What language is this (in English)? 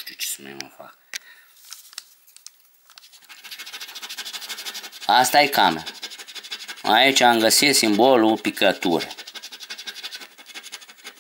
Romanian